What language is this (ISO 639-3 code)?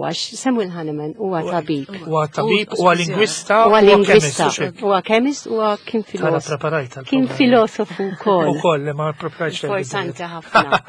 mlt